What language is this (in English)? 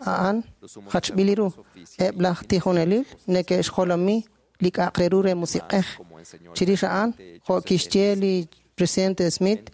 Kekchí